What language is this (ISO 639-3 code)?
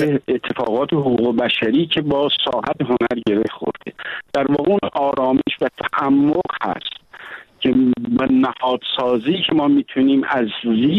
fas